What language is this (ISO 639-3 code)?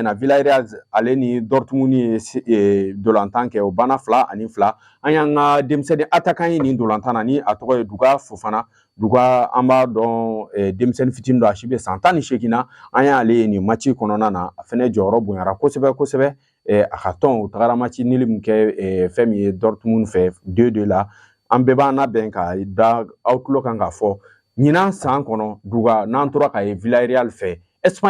bam